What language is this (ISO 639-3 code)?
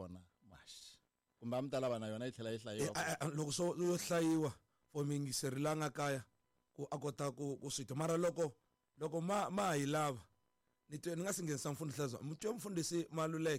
tso